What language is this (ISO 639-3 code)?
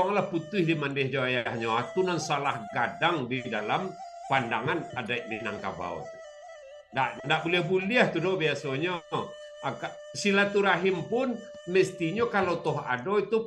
min